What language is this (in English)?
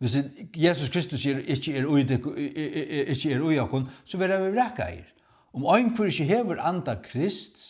Faroese